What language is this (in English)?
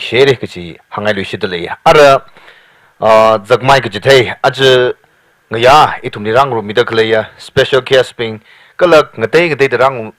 Tangkhul Naga (India)